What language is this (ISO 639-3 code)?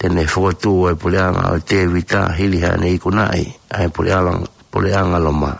ton